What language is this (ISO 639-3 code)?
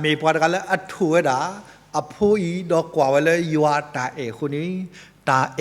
ksw